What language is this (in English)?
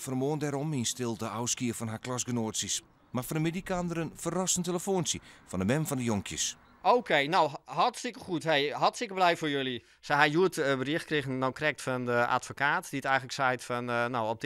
Western Frisian